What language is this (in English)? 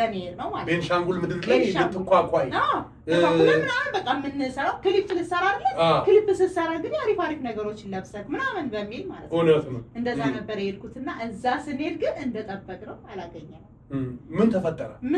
Amharic